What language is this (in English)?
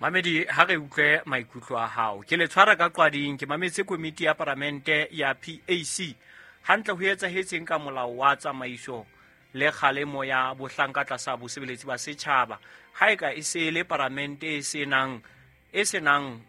Southern Sotho